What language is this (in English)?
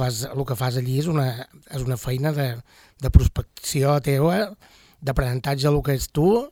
Catalan